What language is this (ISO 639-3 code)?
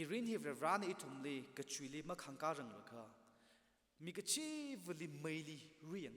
nmf